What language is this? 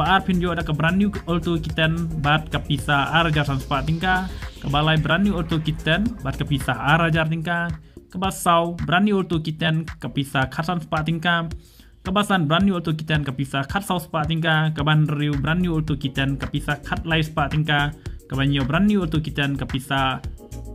Khasi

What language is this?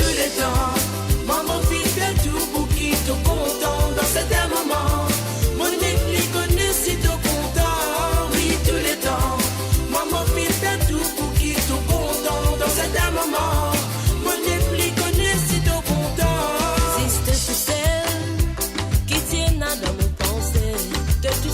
Morisyen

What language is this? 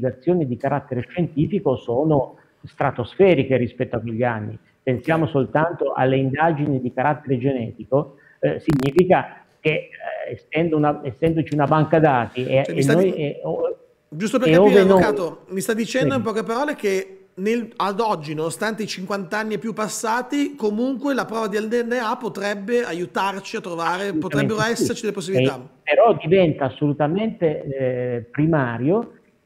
Italian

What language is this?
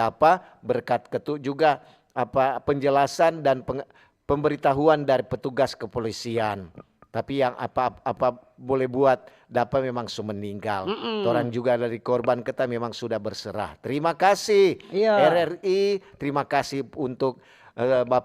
Manado Malay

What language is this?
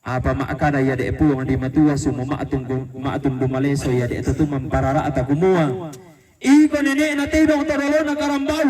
Toraja-Sa'dan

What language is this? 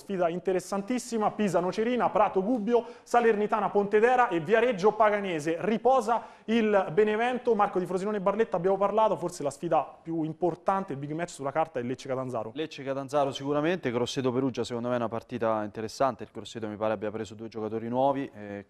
Italian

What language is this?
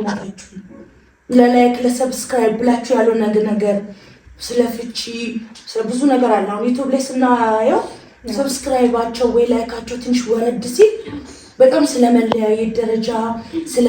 Amharic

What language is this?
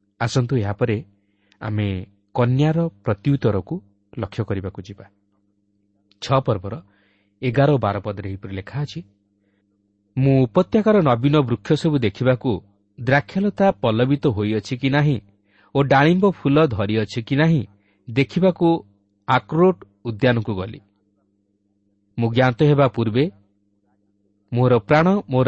Odia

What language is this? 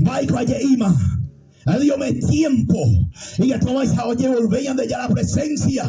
Guarani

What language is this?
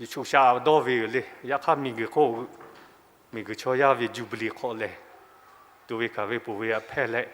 Lahu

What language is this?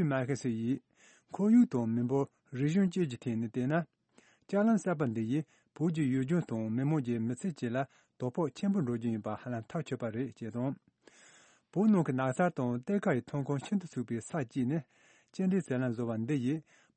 Tibetan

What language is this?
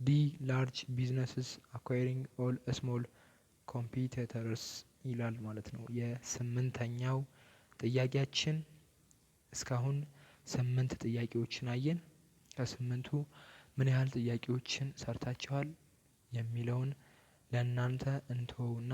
Amharic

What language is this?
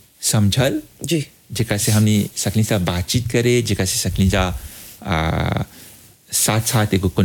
Bhojpuri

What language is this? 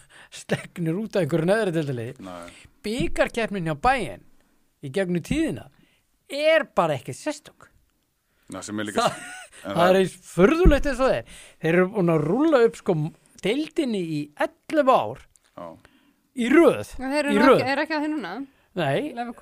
Icelandic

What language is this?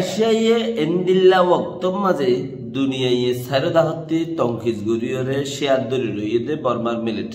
Rohingya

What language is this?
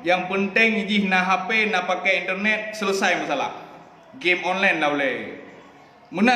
Achinese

